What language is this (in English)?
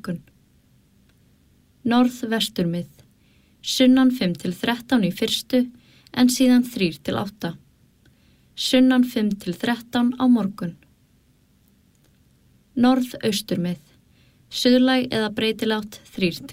Icelandic